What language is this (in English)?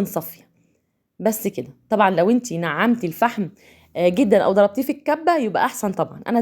Egyptian Arabic